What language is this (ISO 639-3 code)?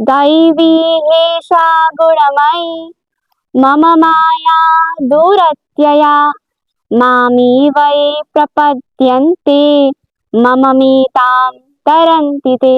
nep